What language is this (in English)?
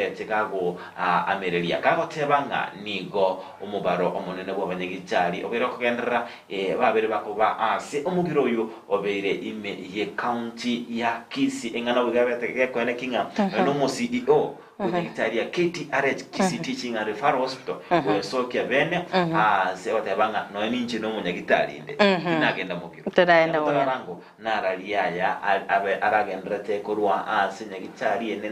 Gusii